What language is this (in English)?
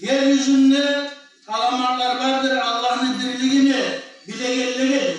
Kumyk